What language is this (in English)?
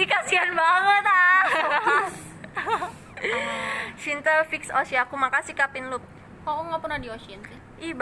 Indonesian